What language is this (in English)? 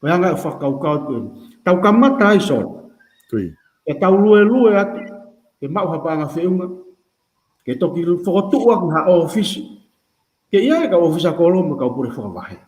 Tongan